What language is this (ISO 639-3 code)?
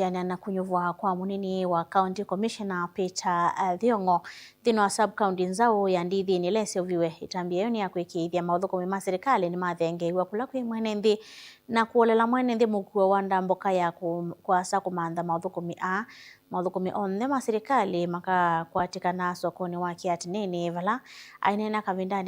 kam